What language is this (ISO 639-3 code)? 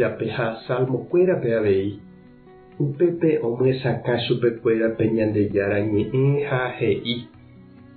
grn